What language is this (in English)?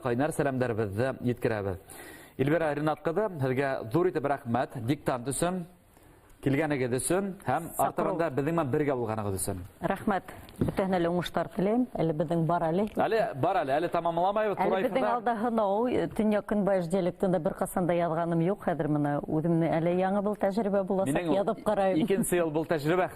Bashkir